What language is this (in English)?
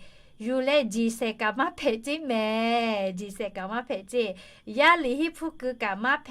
Lahu